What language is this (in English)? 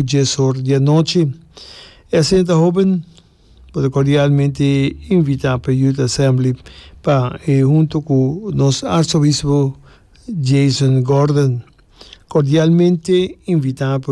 Papiamento